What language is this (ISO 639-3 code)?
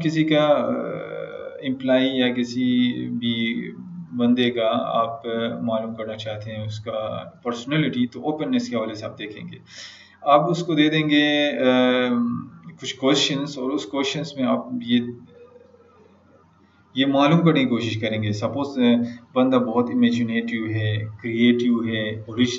urd